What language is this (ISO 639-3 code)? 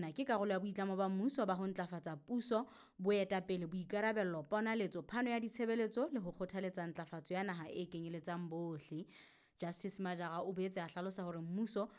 sot